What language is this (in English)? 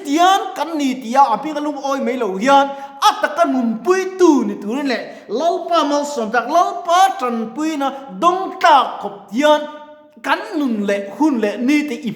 Mizo